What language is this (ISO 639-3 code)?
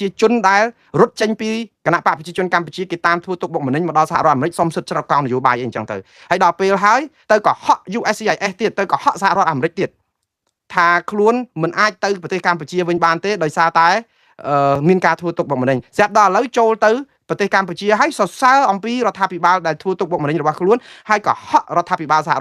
khm